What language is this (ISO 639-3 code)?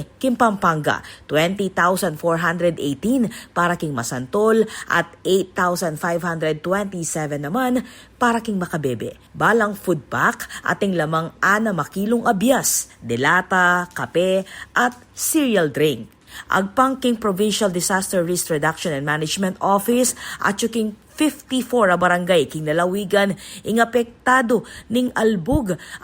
pam